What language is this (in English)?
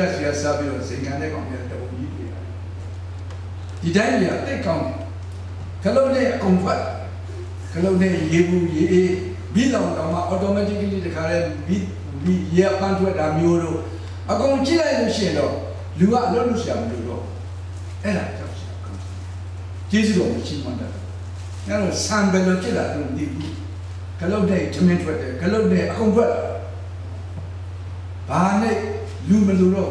Burmese